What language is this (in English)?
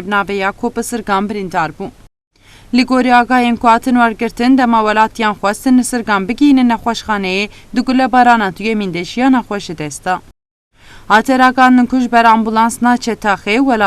Kurdish